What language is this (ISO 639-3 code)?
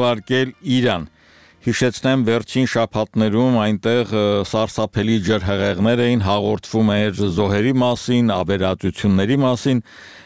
hye